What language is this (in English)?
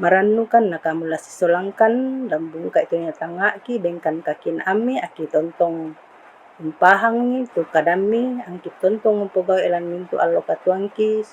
Toraja-Sa'dan